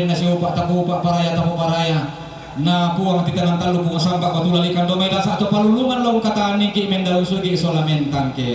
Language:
Toraja-Sa'dan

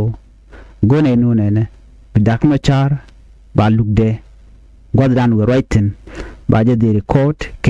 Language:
Nuer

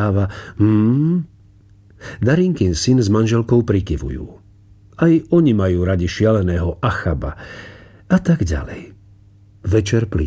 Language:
Slovak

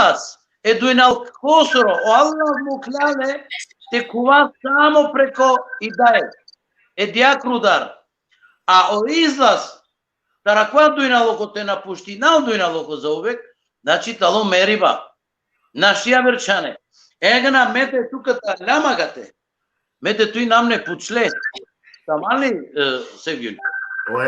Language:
Balkan Romani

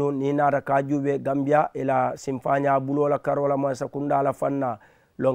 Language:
Mandingo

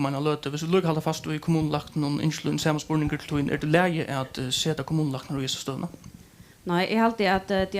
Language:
Faroese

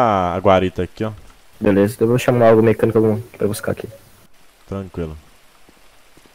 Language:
Portuguese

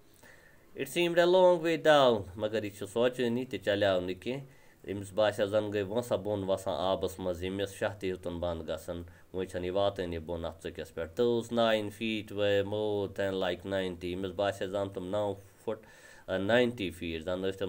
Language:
Kashmiri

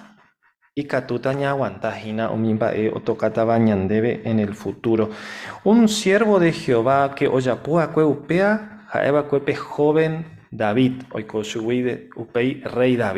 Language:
Guarani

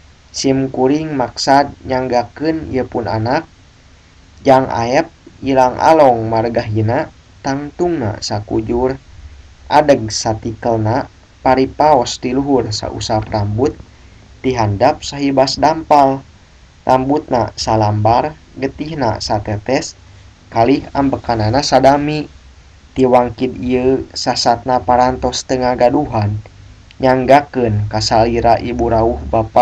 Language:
Sundanese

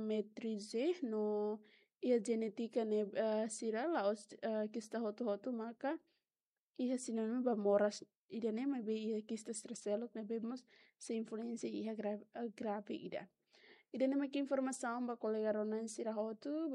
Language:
Tetum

